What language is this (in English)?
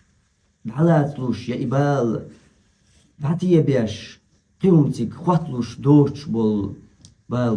Chechen